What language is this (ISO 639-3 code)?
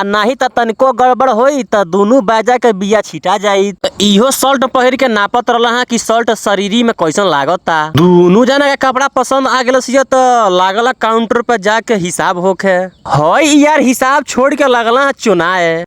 bho